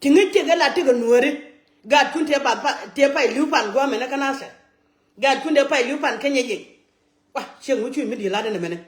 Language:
Nuer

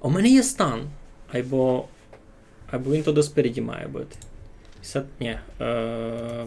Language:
Rusyn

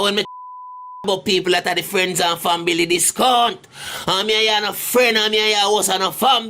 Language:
Jamaican Creole English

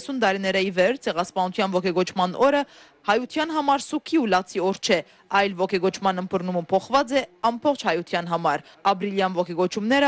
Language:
Armenian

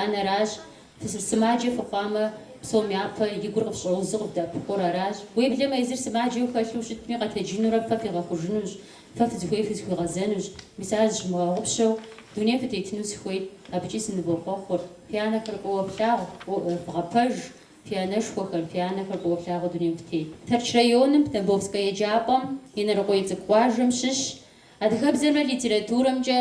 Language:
Kabardian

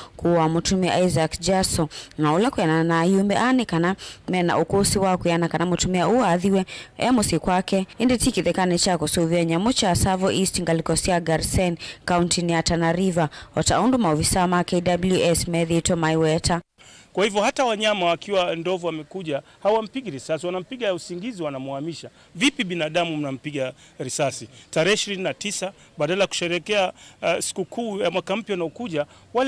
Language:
Kamba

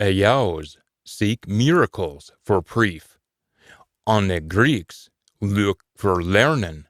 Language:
Scots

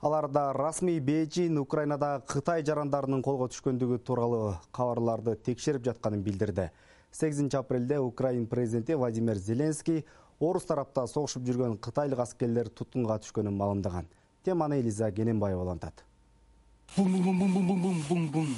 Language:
Kyrgyz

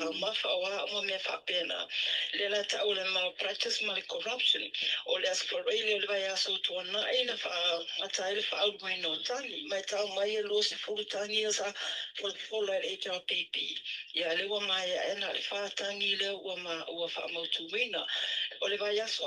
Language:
Samoan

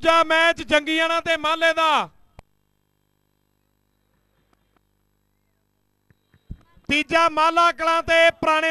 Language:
Punjabi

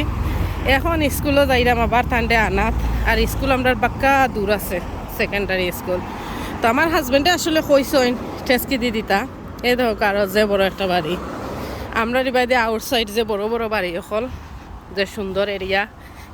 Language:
Sylheti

